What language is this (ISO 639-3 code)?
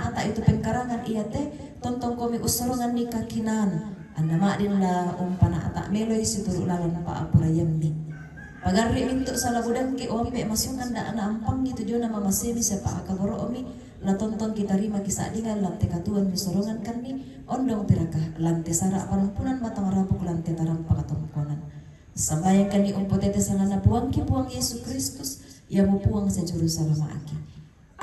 sda